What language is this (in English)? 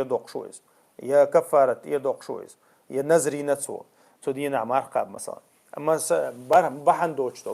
Chechen